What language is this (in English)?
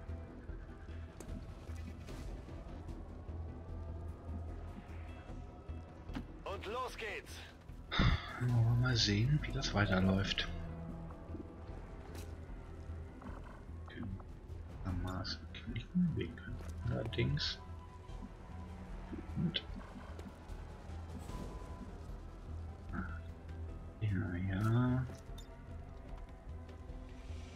German